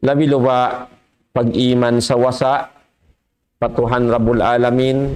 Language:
Tausug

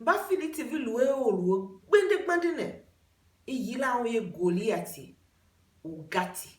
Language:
Tiv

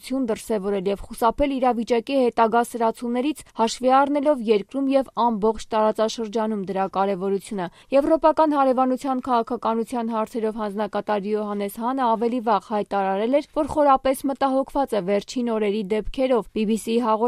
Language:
Armenian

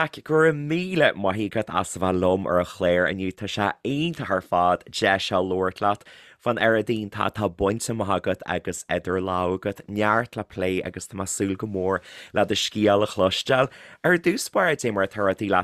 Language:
Irish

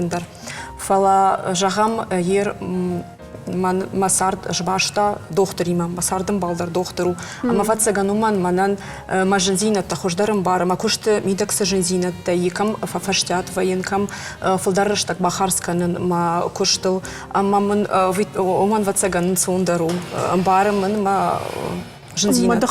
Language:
Ossetic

